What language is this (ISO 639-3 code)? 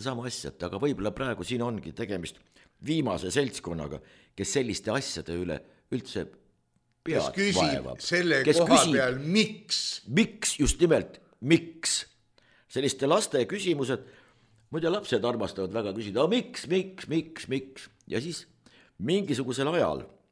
est